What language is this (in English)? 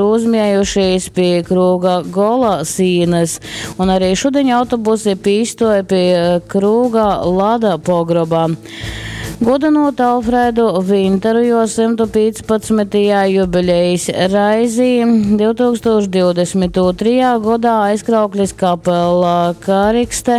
Latgalian